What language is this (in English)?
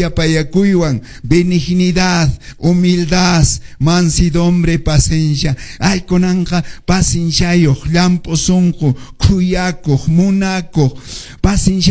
Quechua